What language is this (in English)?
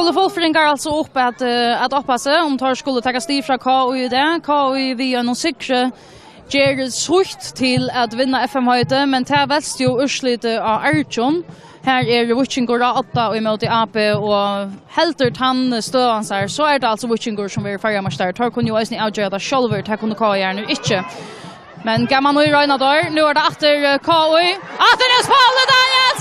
Faroese